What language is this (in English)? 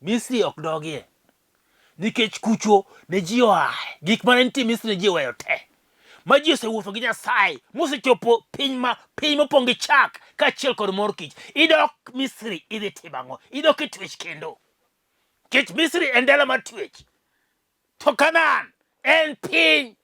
Luo (Kenya and Tanzania)